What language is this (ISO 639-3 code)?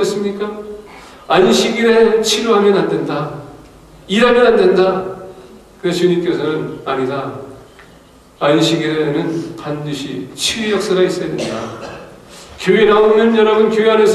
kor